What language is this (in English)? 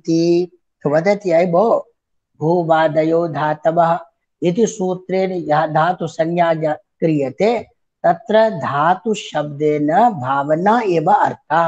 Sanskrit